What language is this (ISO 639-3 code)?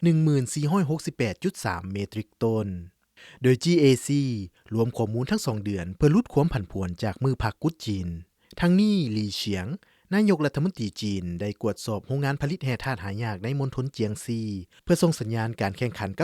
lao